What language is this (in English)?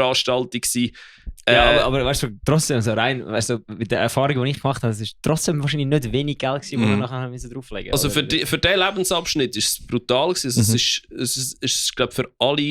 Swiss German